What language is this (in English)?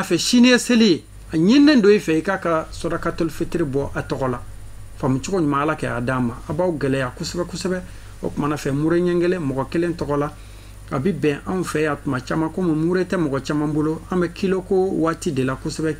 Bambara